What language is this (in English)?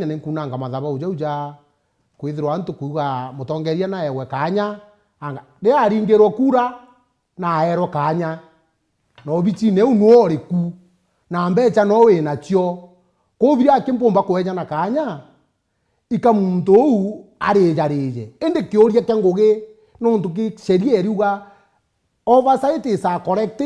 Meru